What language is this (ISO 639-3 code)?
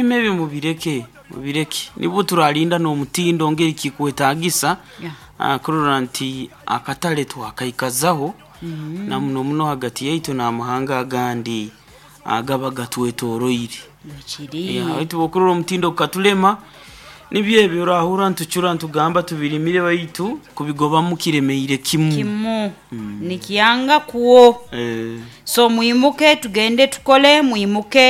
nyo